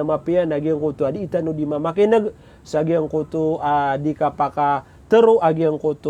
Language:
Maranao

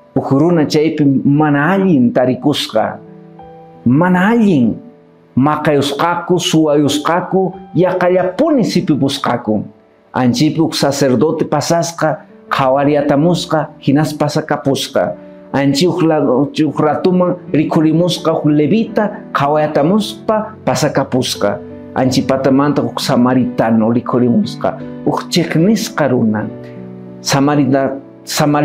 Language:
Quechua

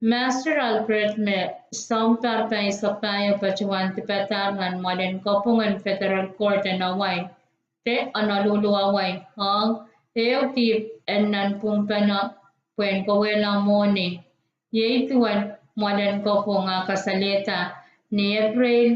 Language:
Pohnpeian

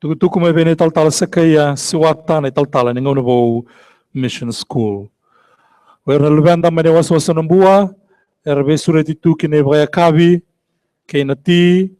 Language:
Fijian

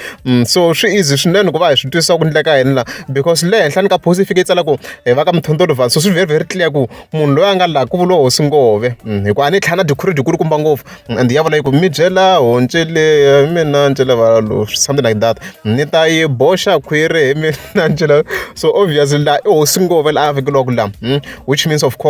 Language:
Tsonga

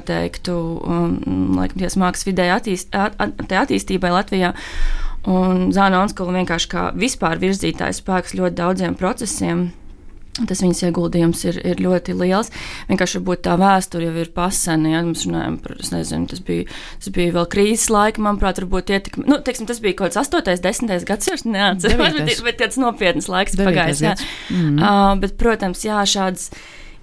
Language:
Latvian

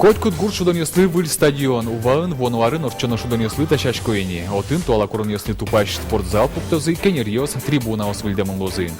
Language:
Udmurt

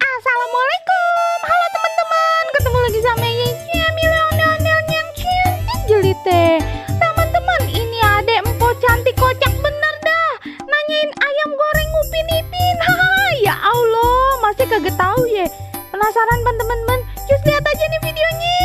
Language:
Betawi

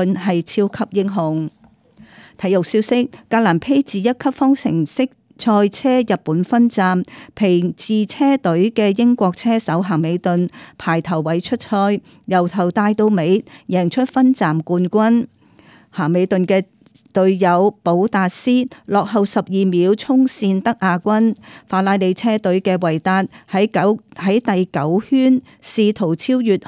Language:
Cantonese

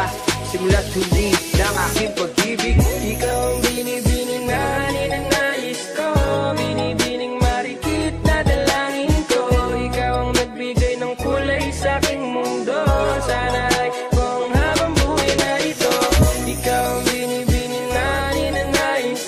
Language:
Filipino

